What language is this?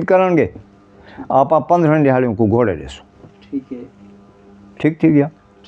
Saraiki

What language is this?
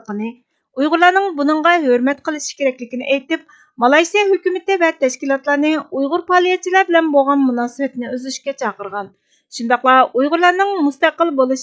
Uyghur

